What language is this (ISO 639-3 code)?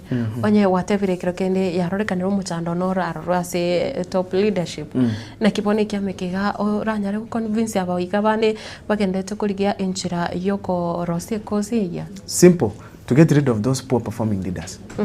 guz